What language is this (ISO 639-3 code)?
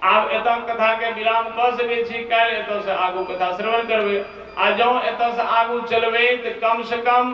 mai